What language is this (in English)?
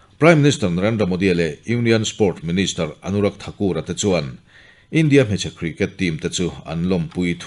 Mizo